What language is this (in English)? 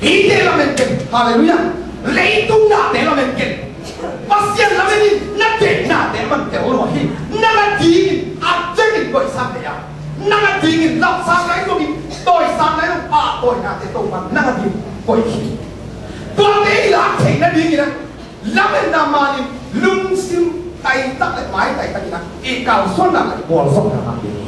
Tedim Chin